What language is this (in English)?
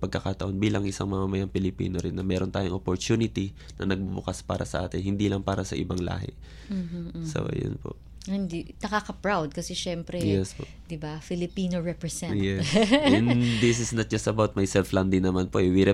Filipino